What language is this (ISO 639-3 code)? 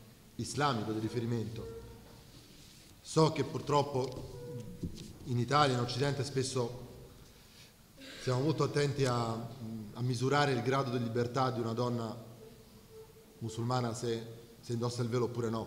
ita